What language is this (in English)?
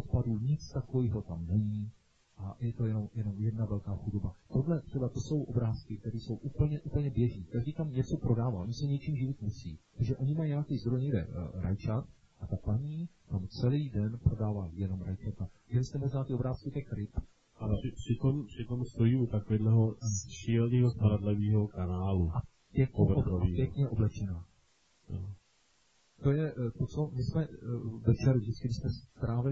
Czech